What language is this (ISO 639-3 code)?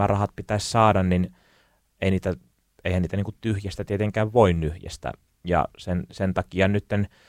fin